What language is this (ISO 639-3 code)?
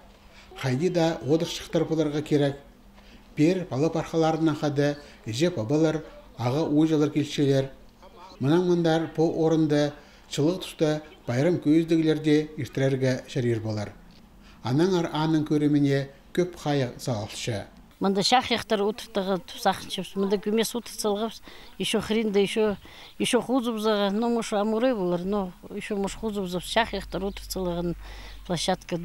kjh